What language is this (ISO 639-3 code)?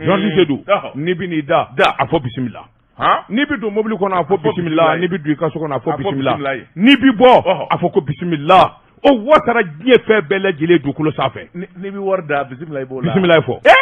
bam